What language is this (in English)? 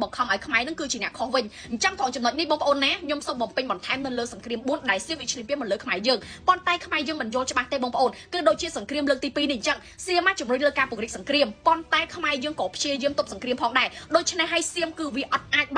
Khmer